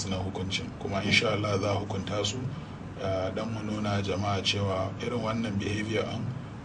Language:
Hausa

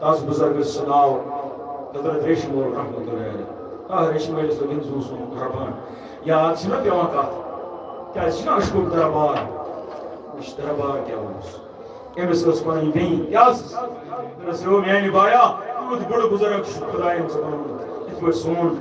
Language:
Kashmiri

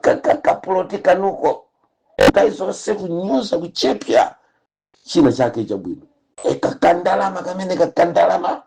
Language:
Nyanja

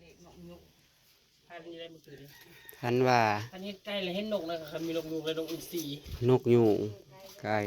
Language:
Northeastern Thai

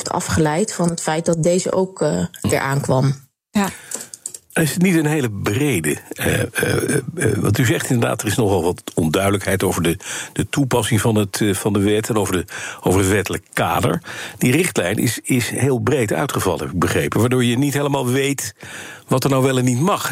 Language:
Dutch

